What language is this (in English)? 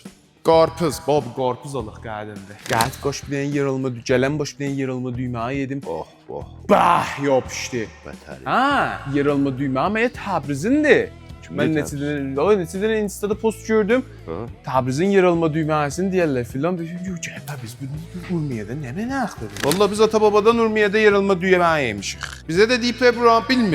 South Azerbaijani